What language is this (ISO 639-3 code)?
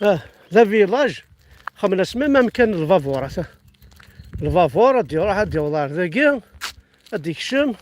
kab